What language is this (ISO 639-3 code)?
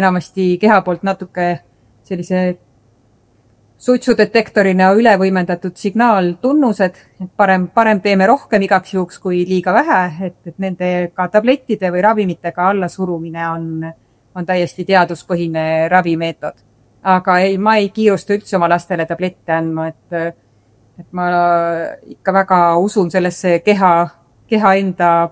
est